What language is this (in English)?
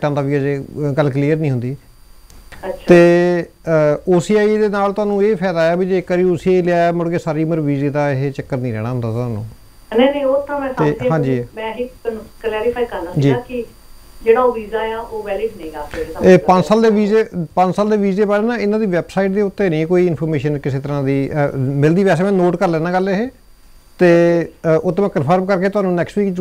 Punjabi